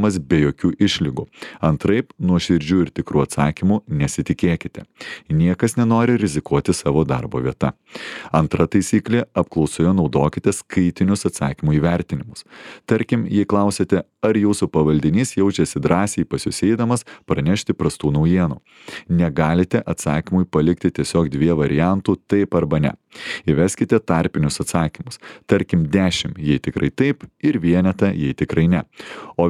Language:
Lithuanian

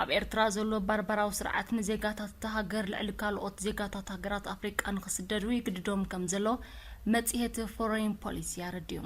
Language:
Tigrinya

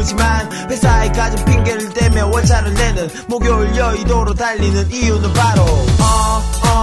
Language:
Korean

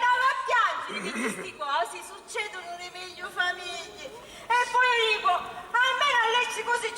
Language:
Sicilian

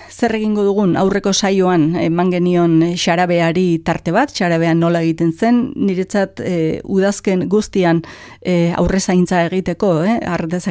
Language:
Basque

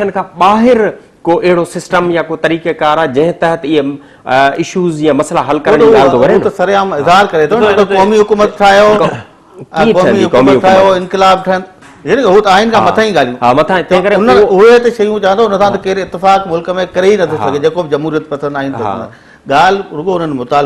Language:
Sindhi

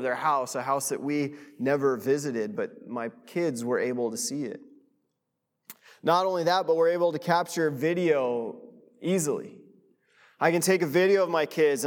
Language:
English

